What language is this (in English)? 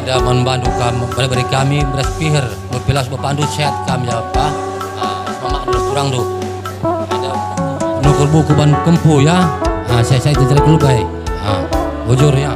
Batak Karo